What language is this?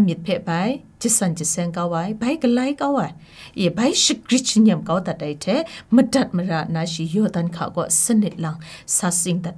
Kachin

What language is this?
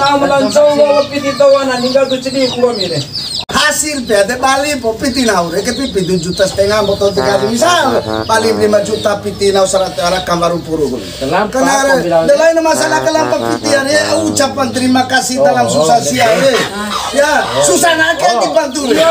Bima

